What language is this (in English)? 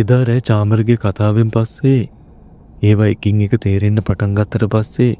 Sinhala